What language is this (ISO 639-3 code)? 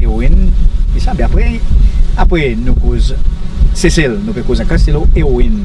crs